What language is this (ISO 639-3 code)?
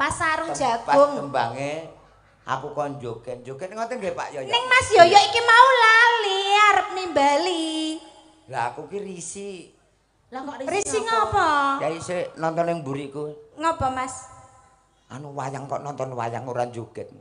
jav